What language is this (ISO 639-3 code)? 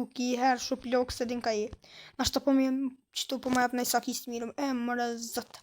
sqi